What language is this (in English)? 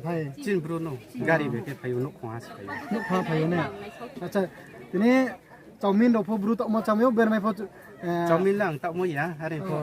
Riang (India)